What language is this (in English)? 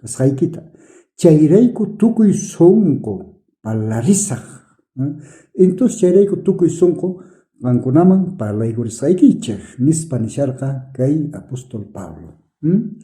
South Bolivian Quechua